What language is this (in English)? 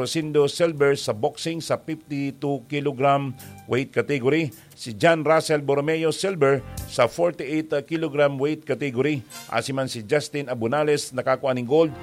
Bikol